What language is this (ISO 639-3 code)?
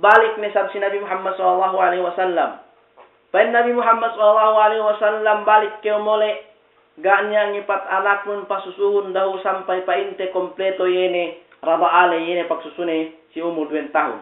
yka